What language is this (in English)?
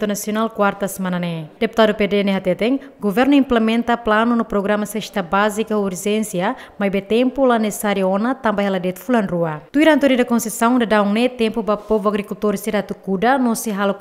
Tetum